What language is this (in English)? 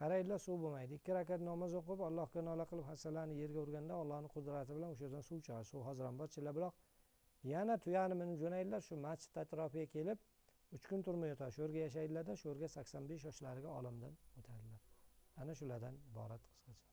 Uzbek